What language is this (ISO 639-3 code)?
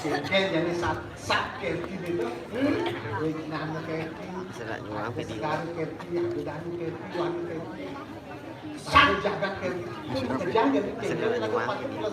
ban